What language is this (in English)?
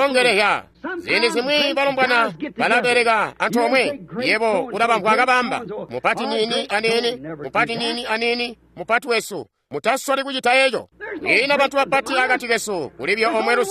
Tonga (Zambia)